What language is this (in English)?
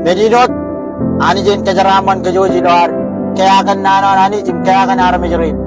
Marshallese